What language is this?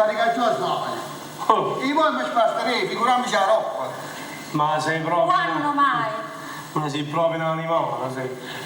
Neapolitan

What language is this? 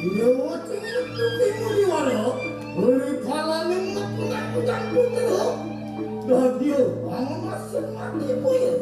Balinese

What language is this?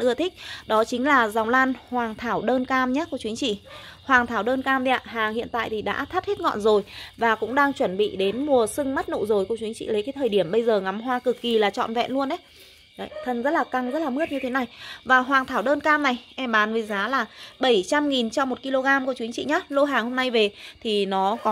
Vietnamese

